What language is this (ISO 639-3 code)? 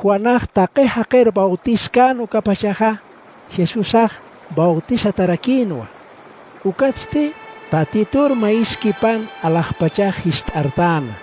aym